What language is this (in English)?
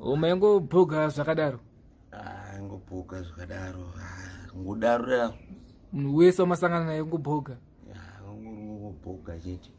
Shona